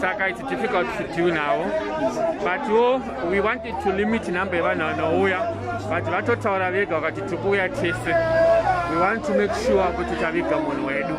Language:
Shona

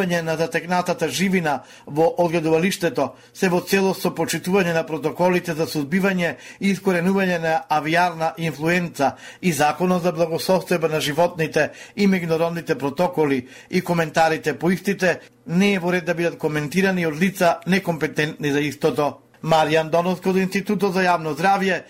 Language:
Macedonian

